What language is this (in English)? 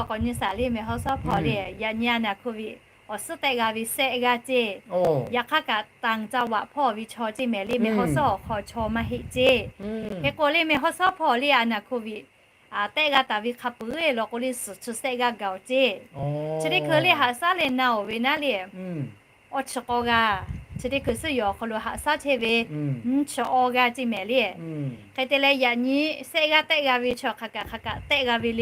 Lahu